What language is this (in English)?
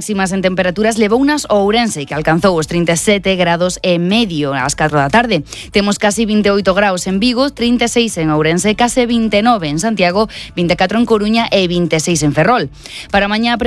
Galician